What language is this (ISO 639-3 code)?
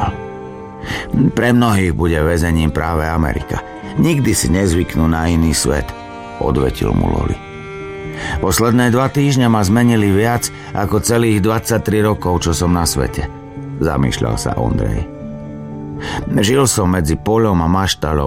slk